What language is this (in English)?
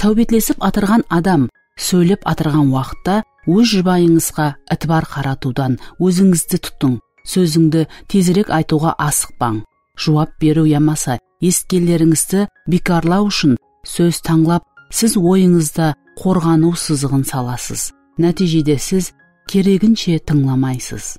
Kara-Kalpak